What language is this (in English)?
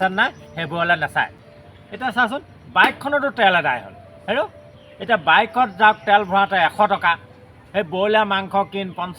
Assamese